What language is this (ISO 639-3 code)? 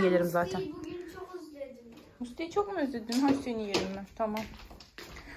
tur